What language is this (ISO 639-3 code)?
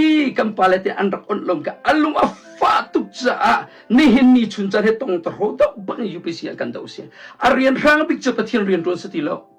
cnh